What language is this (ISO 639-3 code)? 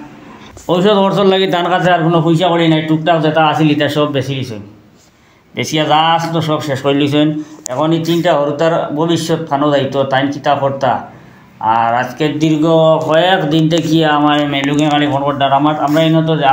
syl